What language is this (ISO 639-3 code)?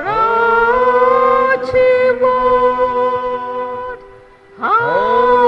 kok